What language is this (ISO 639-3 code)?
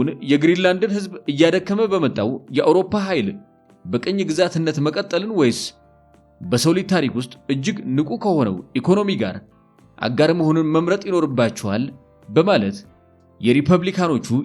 amh